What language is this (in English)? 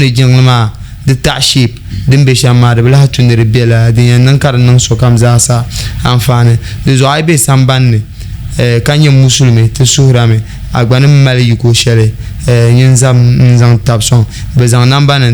Dagbani